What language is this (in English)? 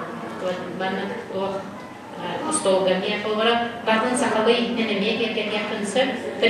Yakut